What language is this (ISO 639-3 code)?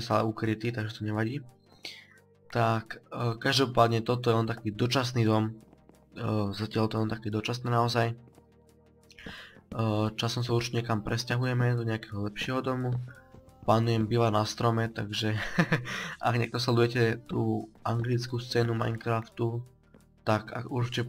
slk